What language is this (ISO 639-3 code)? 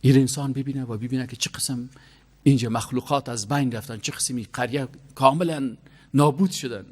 fas